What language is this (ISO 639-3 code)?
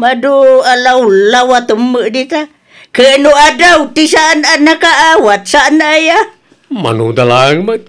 ilo